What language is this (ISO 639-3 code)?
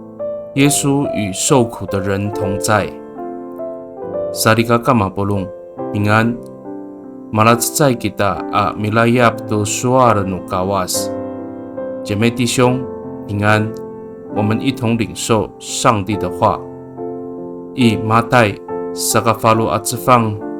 ami